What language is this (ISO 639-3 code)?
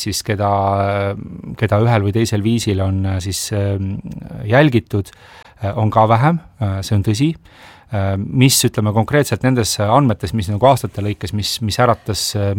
est